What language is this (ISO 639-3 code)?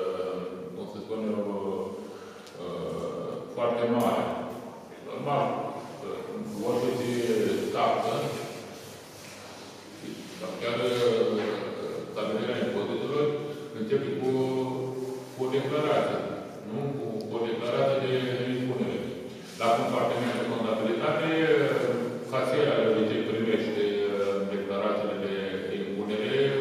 ron